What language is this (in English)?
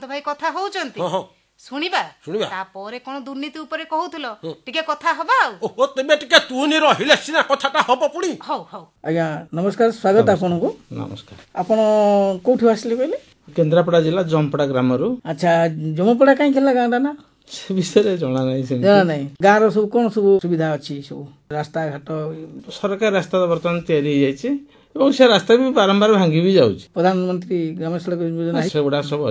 Odia